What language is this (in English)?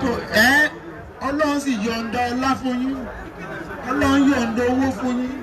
Yoruba